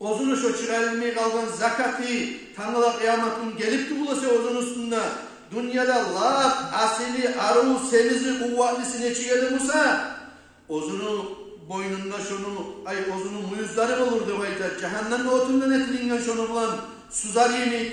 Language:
Kumyk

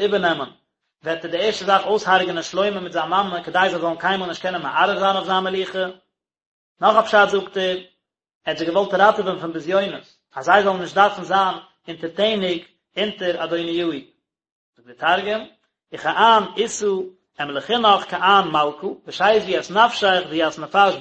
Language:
Yiddish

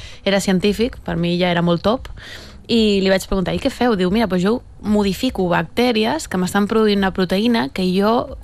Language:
Catalan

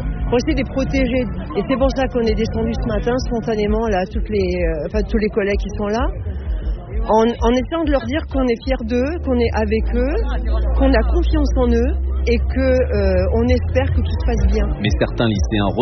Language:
French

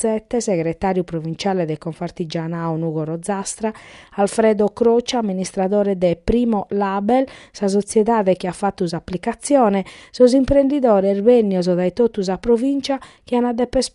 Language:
Sardinian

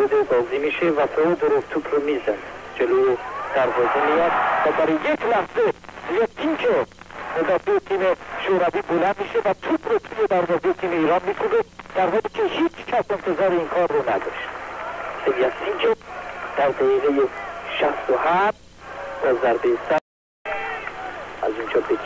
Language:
Persian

